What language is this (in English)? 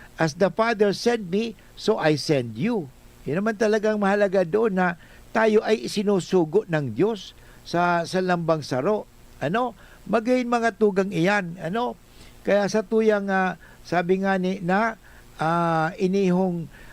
Bikol